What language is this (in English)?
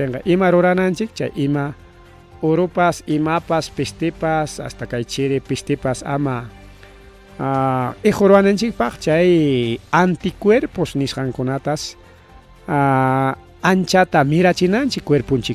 Ayacucho Quechua